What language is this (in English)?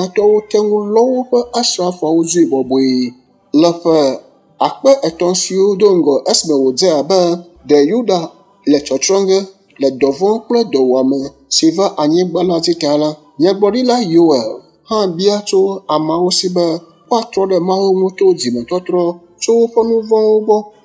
Ewe